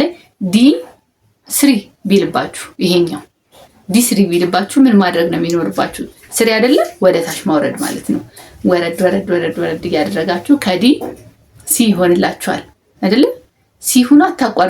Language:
Amharic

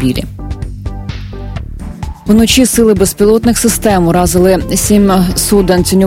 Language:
Ukrainian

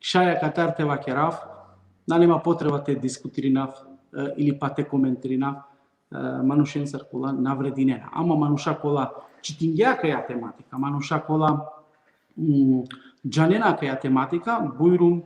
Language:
Balkan Romani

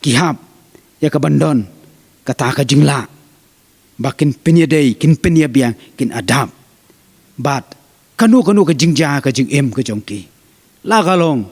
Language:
Khasi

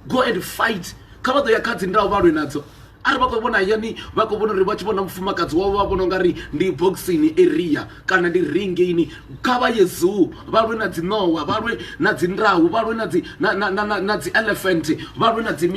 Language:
Venda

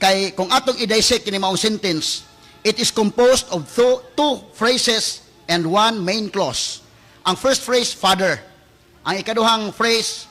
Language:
Cebuano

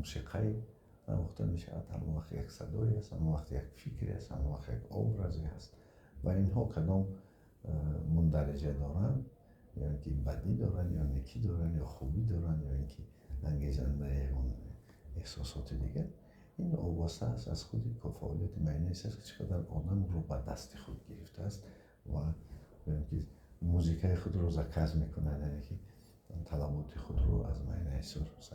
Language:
Tajik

